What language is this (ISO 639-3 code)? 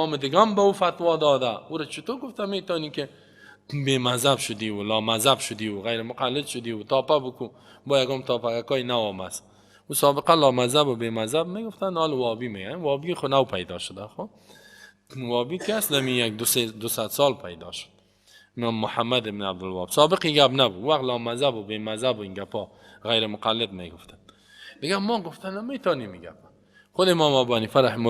fas